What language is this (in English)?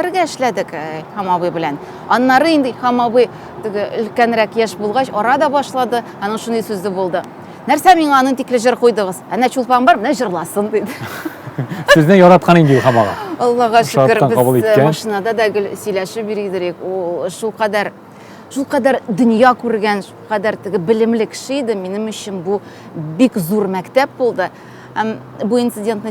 Tatar